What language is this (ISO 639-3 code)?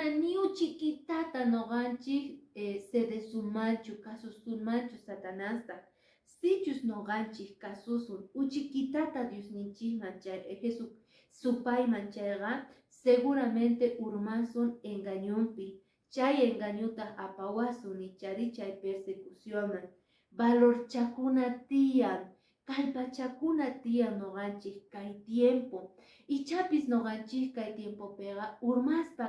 que